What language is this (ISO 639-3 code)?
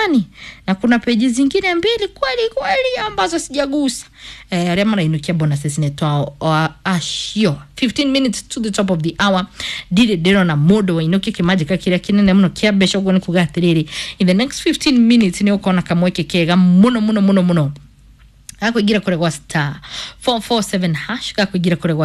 kik